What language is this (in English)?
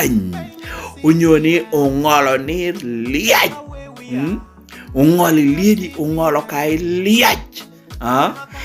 Lango (Uganda)